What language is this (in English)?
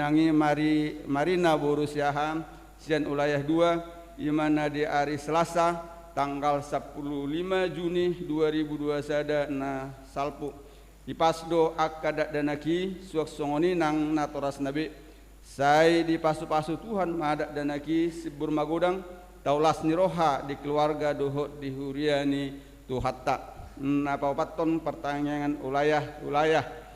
Batak Toba